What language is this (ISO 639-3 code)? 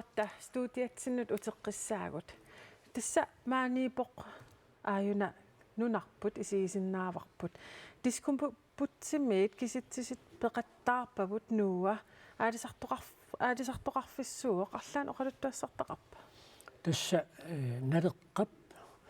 kal